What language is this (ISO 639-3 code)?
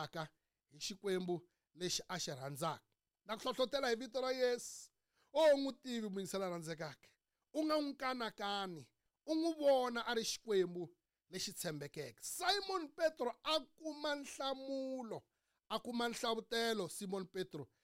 tso